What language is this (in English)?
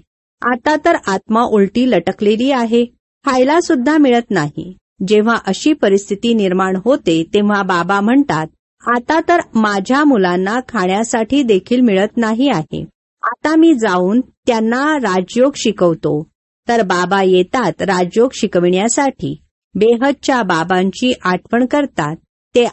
Marathi